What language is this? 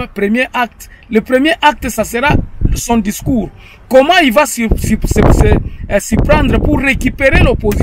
French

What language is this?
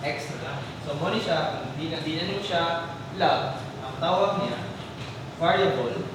Cebuano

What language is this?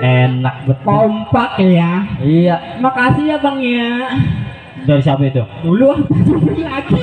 Betawi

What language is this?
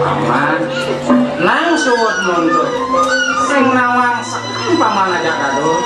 Balinese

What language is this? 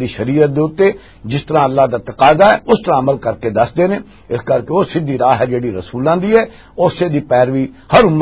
Western Panjabi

